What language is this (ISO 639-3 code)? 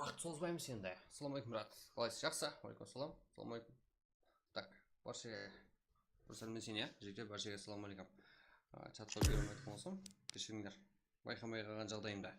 kaa